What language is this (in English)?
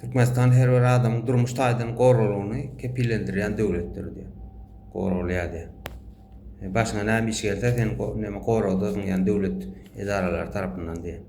Turkmen